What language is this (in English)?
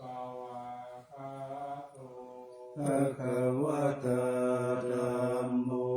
Pali